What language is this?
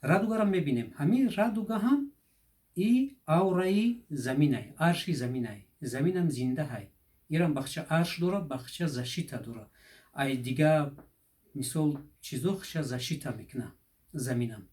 Tajik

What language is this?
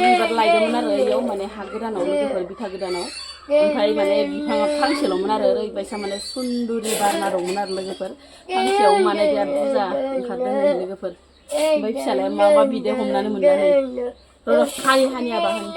Bodo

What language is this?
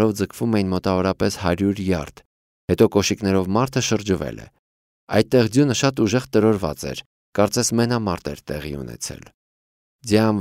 Armenian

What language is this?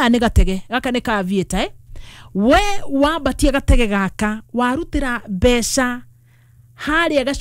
Kikuyu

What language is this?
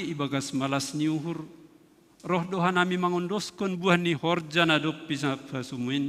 Batak Simalungun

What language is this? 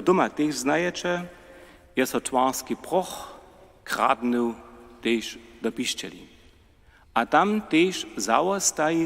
Upper Sorbian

